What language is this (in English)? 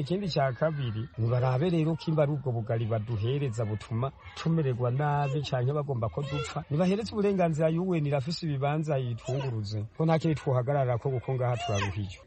Rundi